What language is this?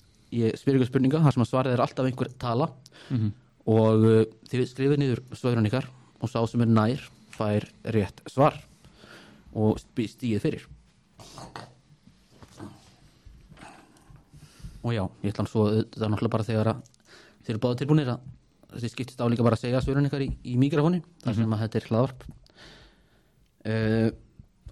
Icelandic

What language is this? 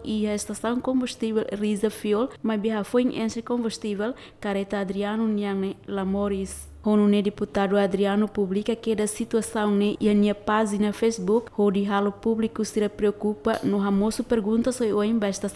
Tetum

